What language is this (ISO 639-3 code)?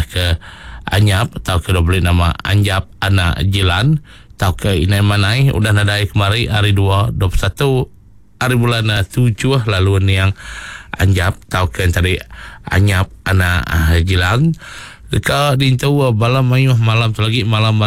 iba